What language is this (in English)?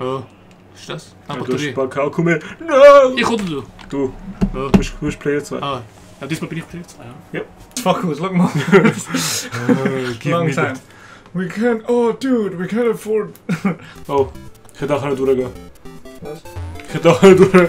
Swiss German